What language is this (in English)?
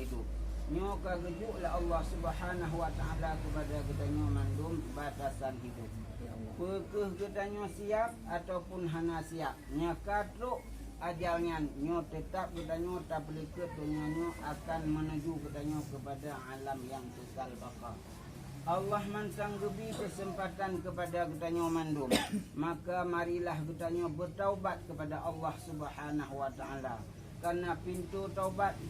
Achinese